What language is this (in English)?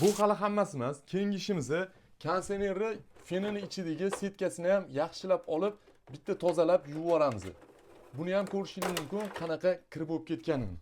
Uzbek